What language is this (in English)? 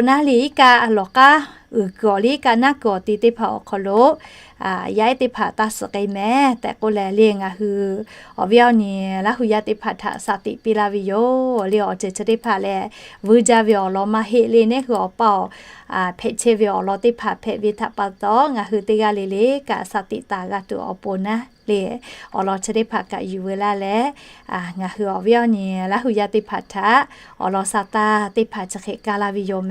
Lahu